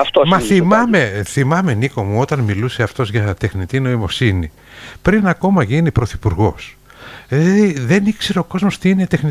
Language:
Greek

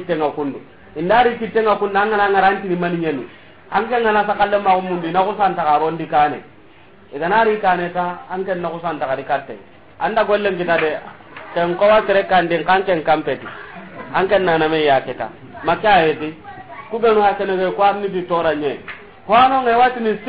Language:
Soninke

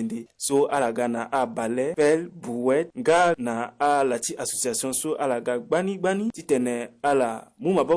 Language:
Sango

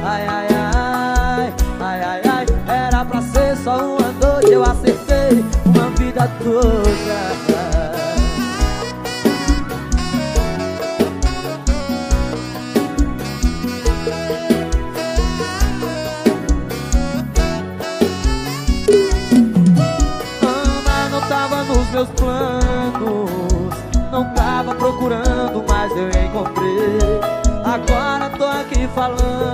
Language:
Portuguese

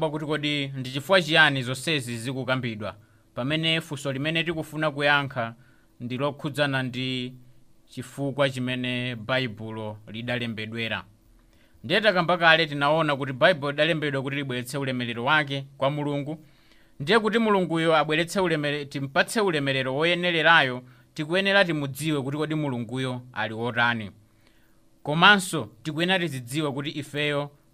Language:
Nyanja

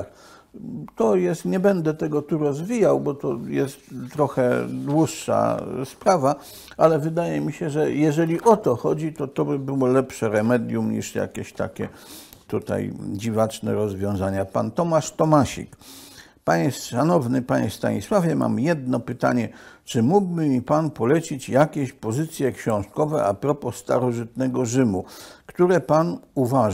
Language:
Polish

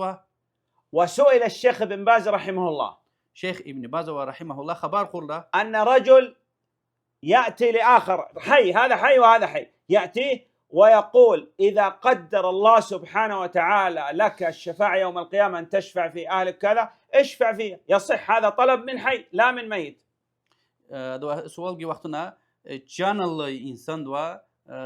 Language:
Lezghian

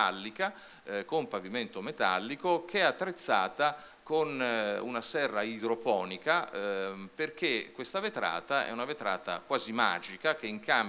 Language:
Italian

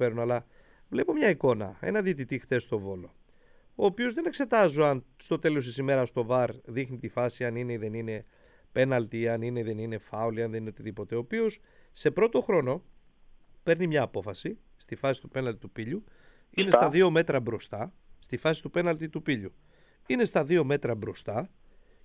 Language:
Greek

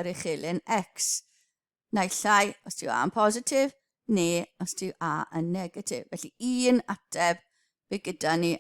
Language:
Welsh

